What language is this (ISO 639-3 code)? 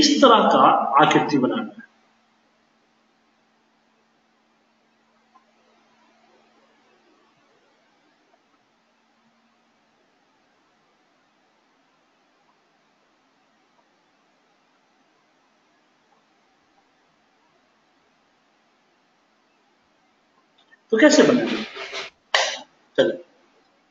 hin